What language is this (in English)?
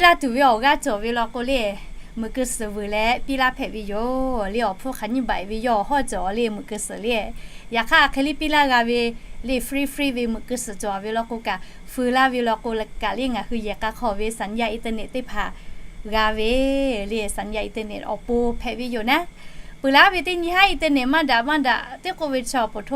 Lahu